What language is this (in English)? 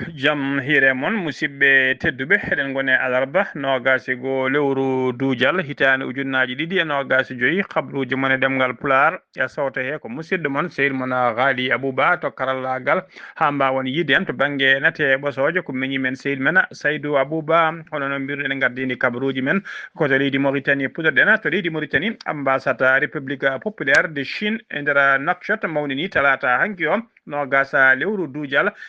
Fula